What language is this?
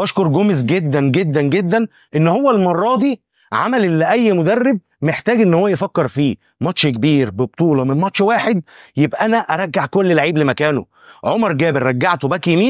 Egyptian Arabic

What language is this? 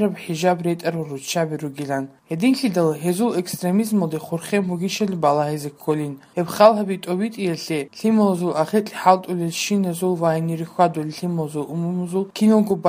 Avaric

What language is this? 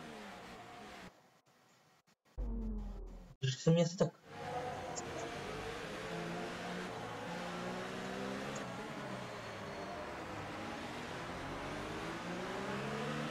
Czech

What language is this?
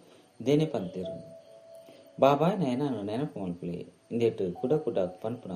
Tulu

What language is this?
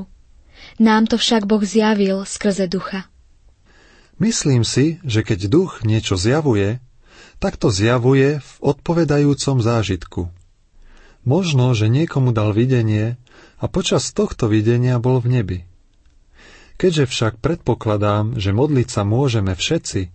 Slovak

